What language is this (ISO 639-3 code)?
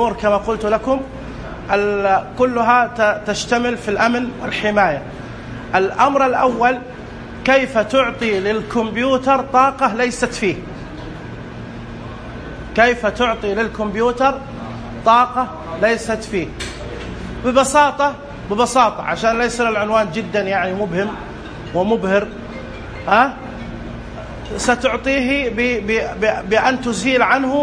ara